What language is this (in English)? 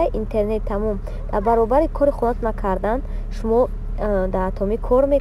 Tajik